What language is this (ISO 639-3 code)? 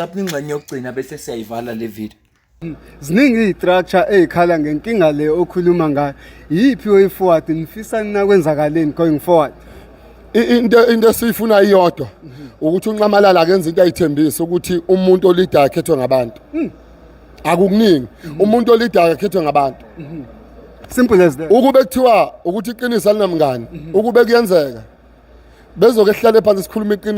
zul